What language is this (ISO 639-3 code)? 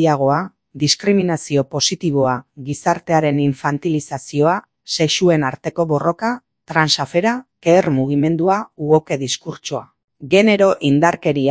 eus